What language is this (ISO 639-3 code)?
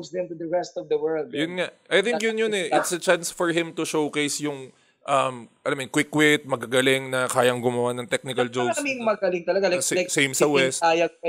fil